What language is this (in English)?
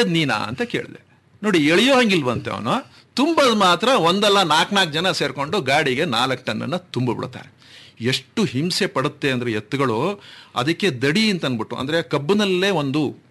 Kannada